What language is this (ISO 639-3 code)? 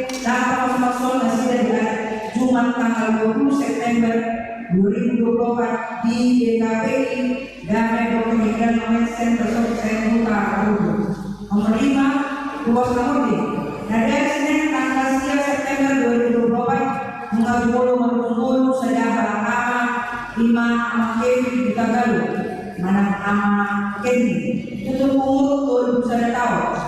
bbc